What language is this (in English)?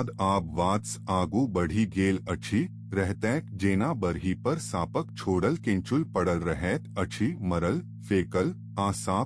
Maithili